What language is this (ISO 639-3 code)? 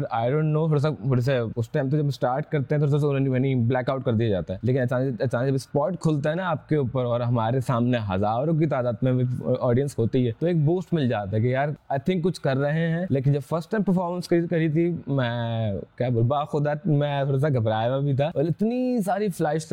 urd